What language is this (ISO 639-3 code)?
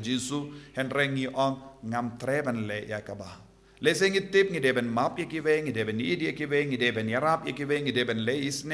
kha